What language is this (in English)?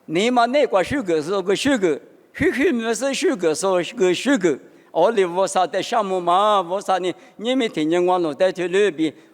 Lisu